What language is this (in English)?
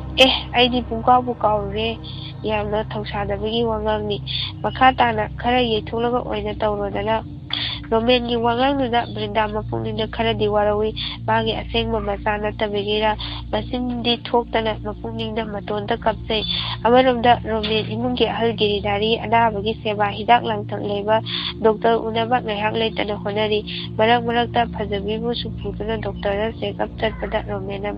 Manipuri